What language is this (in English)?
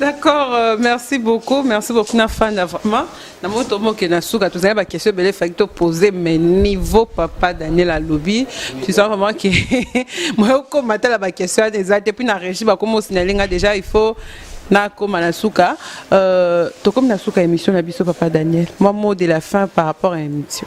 Lingala